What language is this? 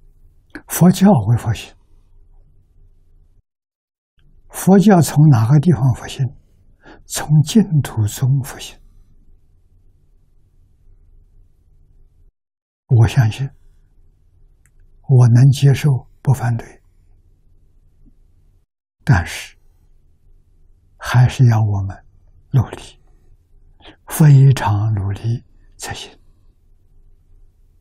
Chinese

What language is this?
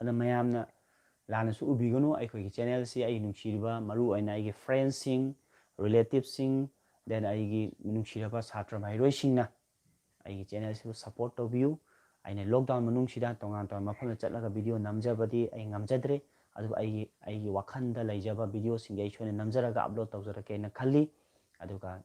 Manipuri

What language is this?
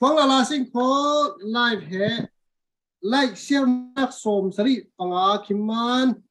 Falam Chin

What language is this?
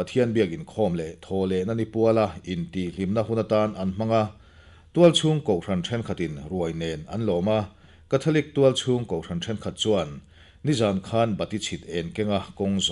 Mizo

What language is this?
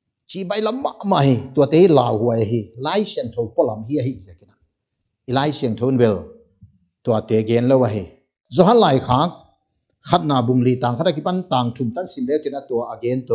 Paite Chin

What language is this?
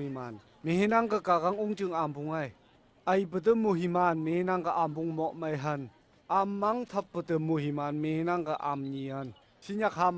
Phom Naga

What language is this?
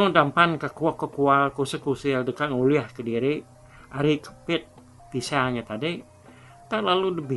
Iban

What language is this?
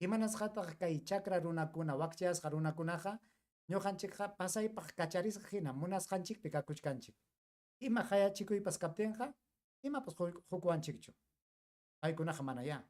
Ayacucho Quechua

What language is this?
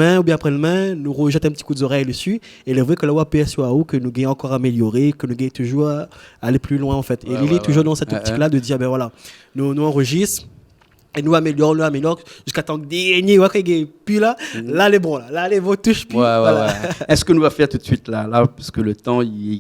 Réunion Creole French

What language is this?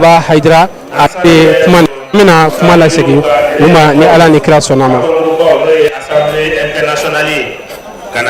Bambara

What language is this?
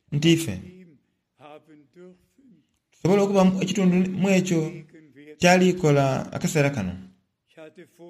Soga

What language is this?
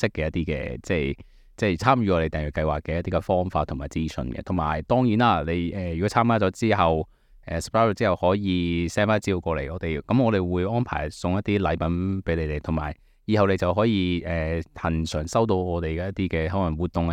Cantonese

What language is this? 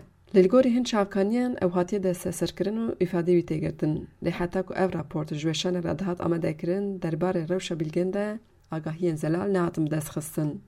Kurdish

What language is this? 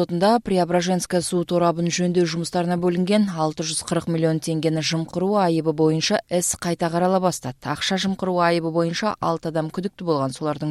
Kyrgyz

